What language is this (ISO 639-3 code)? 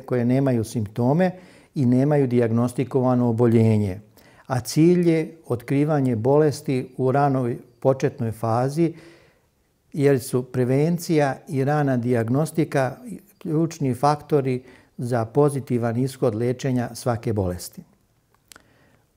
srp